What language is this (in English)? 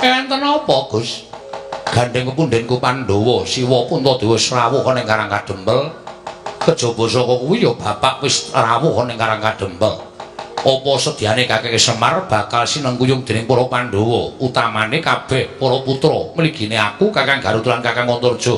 Javanese